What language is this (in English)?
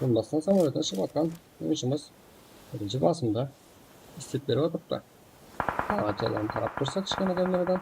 Kara-Kalpak